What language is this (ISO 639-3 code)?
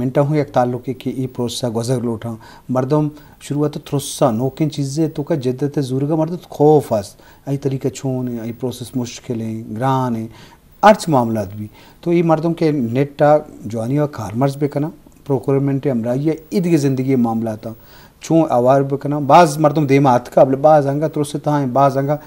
bal